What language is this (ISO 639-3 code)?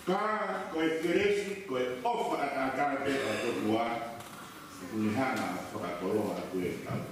ton